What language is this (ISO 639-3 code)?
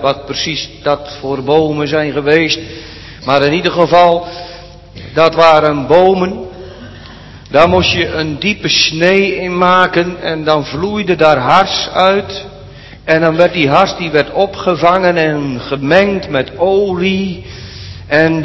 nld